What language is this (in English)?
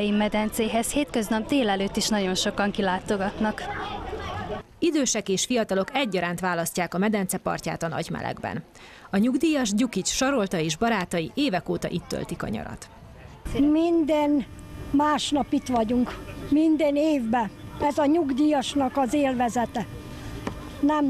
Hungarian